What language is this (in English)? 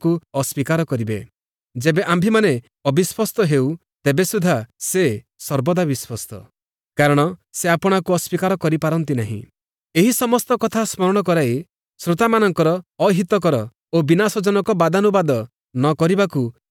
Odia